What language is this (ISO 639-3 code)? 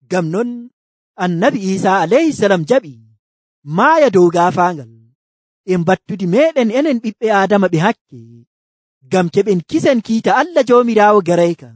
fuv